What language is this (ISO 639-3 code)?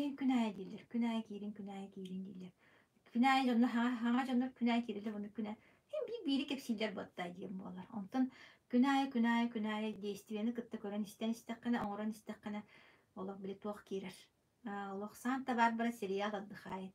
sah